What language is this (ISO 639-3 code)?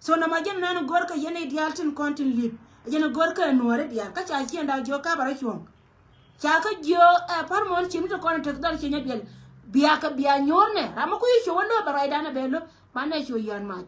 nus